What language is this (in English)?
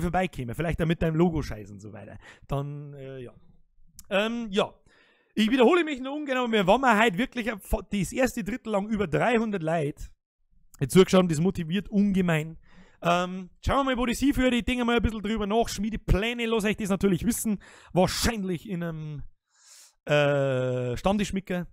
Bavarian